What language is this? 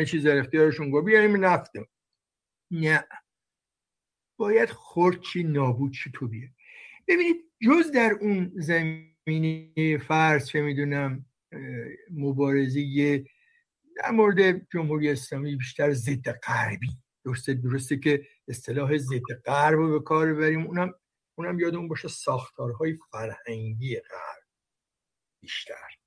Persian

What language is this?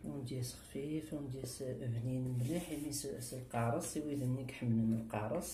Kabyle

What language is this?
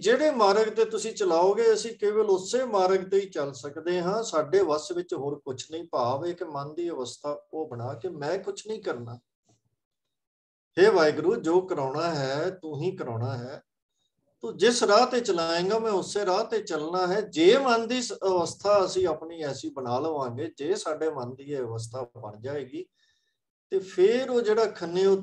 Punjabi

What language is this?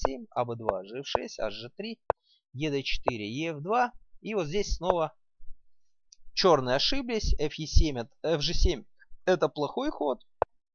Russian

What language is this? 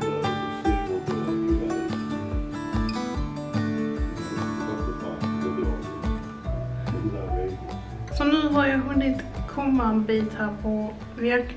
Swedish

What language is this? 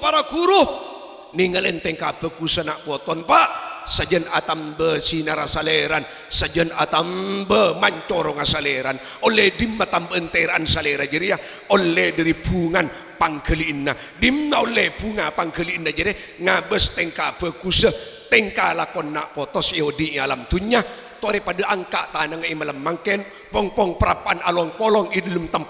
Madurese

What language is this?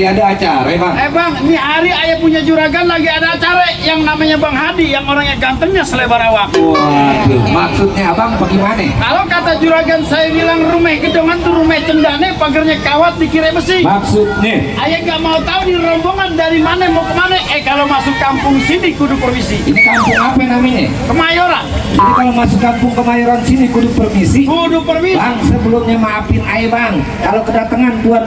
Betawi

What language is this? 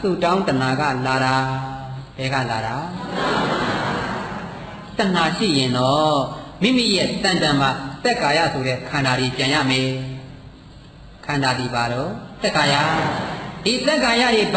Burmese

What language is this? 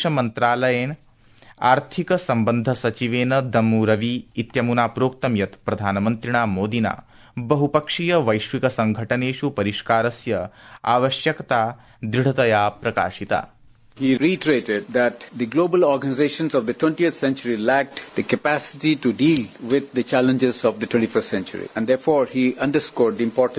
Sanskrit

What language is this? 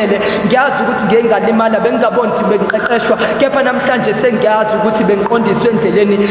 Zulu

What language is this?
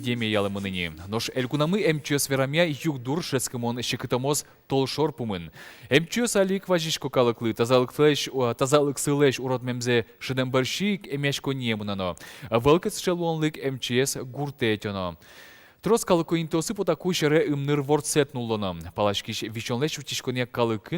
Udmurt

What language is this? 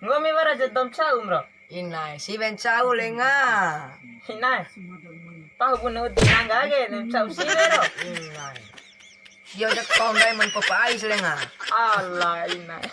Bima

